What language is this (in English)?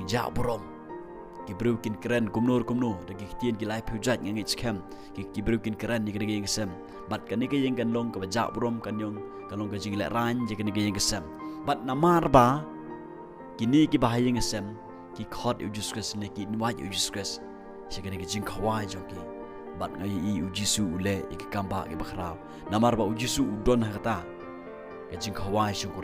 Khasi